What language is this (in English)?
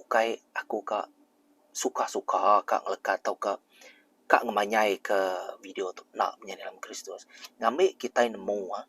Iban